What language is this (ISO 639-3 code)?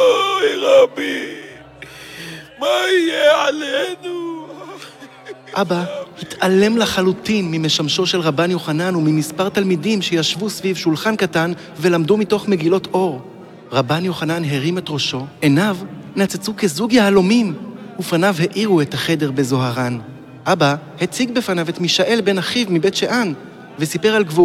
heb